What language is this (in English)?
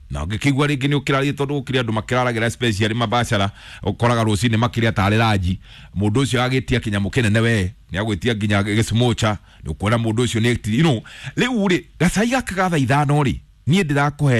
Kikuyu